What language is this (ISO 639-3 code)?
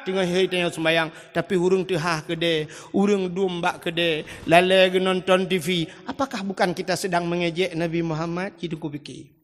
ace